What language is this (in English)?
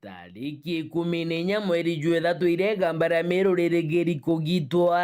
Meru